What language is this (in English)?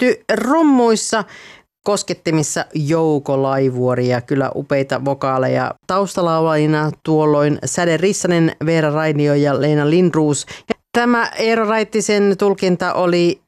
Finnish